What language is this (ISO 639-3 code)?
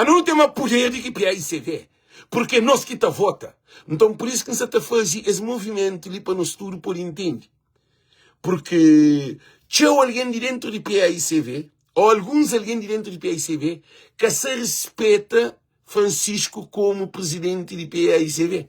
kea